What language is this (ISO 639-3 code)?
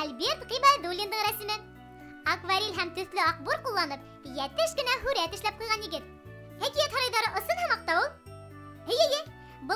bak